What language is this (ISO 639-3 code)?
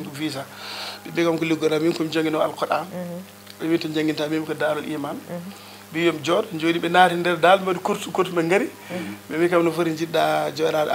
ful